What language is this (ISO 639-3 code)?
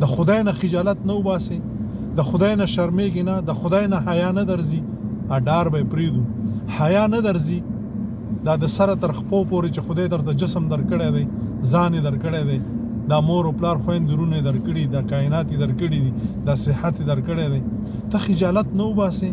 pus